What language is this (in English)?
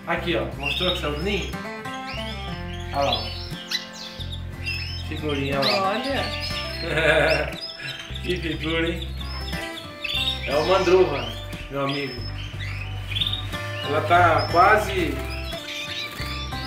Portuguese